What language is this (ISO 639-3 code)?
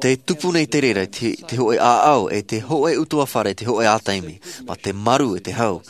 tah